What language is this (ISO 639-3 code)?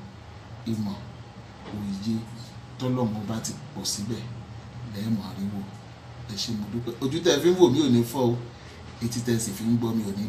yor